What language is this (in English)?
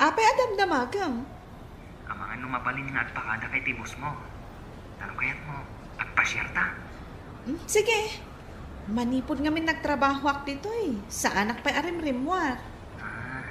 Iloko